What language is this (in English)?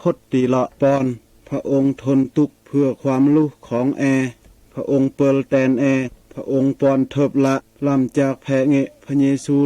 Mal